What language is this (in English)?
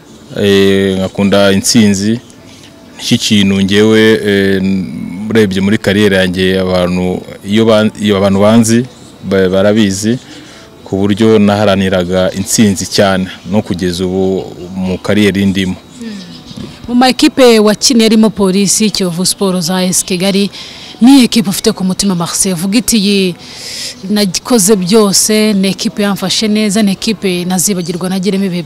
Kinyarwanda